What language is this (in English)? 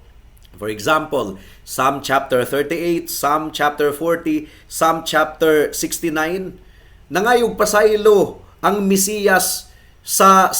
Cebuano